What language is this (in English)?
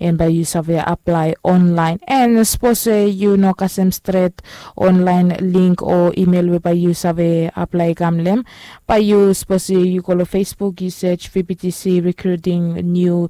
Bislama